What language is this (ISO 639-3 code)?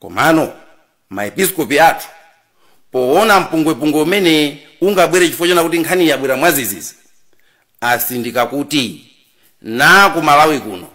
nya